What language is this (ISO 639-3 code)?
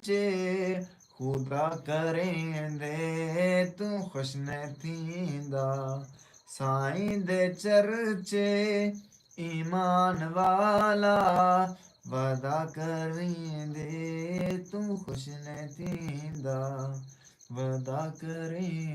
skr